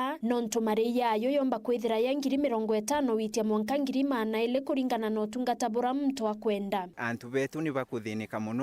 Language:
Meru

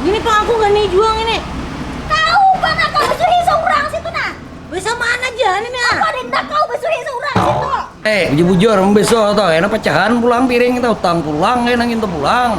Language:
Banjar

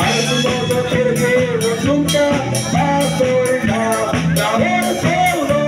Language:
Konkani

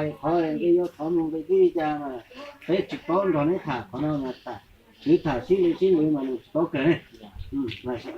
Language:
Hmong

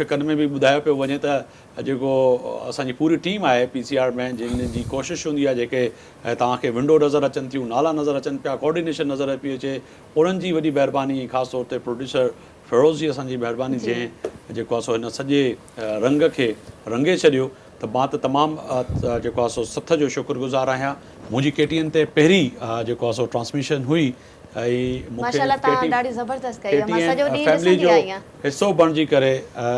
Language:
Sindhi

